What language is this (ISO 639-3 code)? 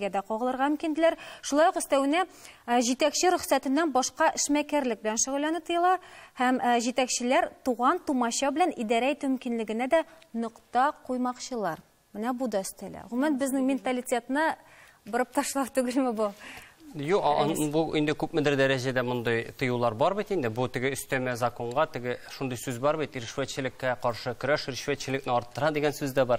tat